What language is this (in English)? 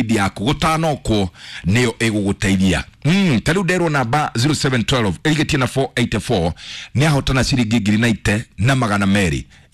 Kikuyu